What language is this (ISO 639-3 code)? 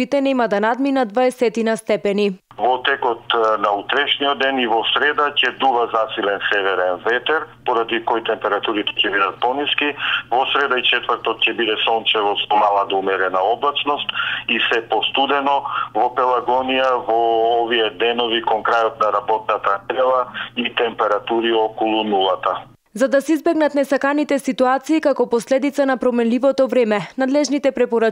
mkd